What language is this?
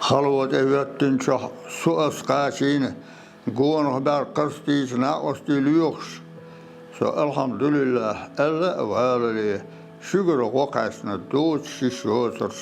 Chechen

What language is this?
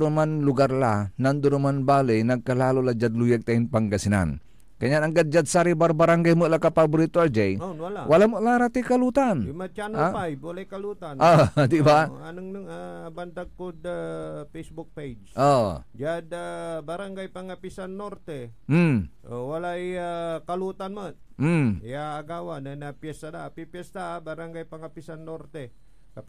Pangasinan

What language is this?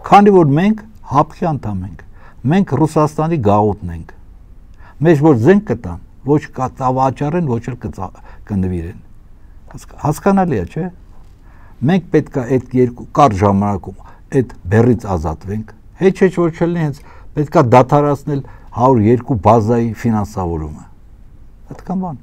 Armenian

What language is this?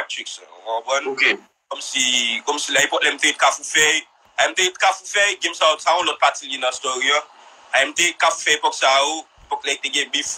Haitian Creole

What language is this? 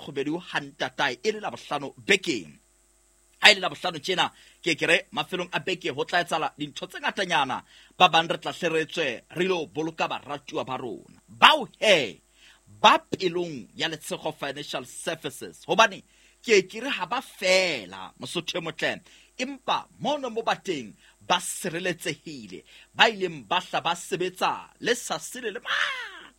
Southern Sotho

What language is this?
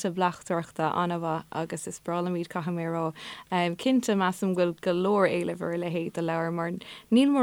Irish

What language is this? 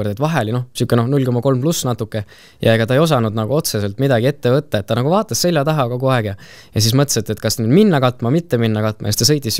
Estonian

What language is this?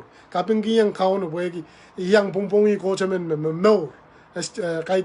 Pohnpeian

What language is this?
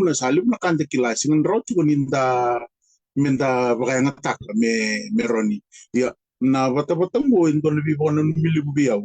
Fijian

